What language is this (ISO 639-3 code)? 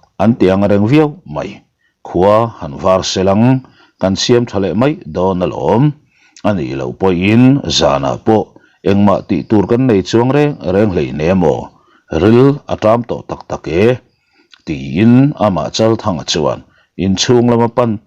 lus